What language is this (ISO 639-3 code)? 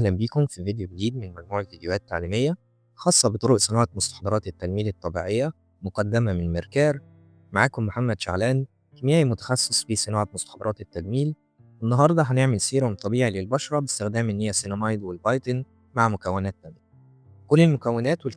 arz